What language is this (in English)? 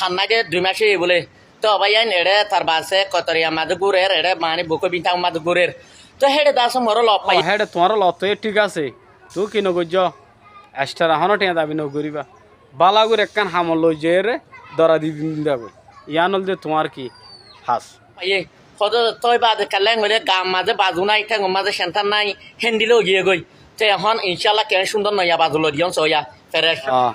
Rohingya